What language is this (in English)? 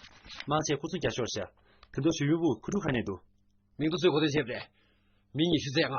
Tibetan